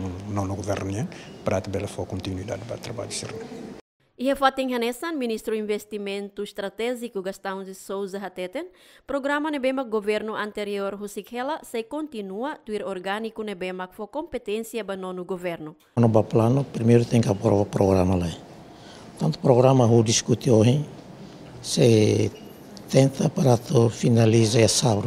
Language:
Tetum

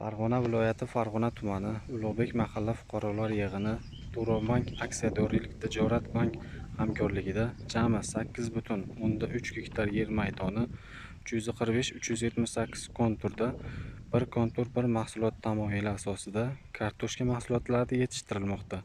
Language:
Uzbek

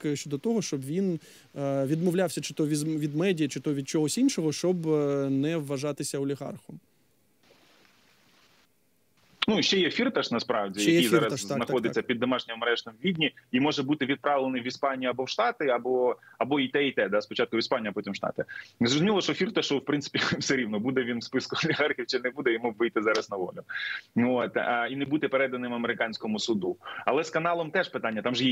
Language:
Ukrainian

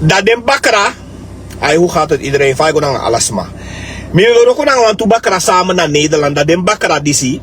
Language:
Sranan Tongo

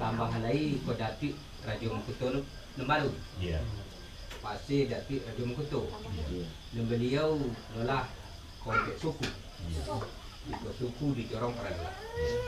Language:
Minangkabau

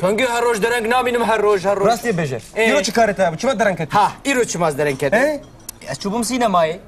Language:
Kurdish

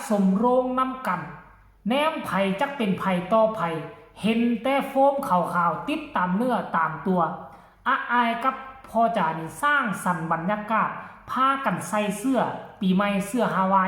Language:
Lao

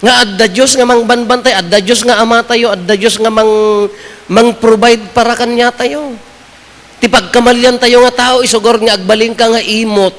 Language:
Iloko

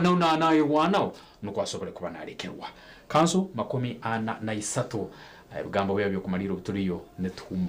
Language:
Nyankole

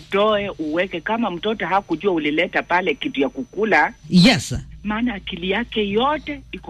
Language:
Swahili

